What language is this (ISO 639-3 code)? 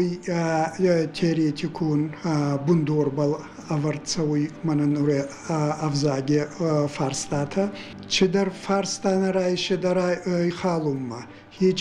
oss